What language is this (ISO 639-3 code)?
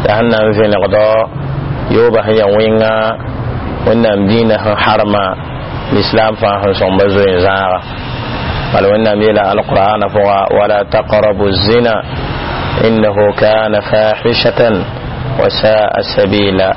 mos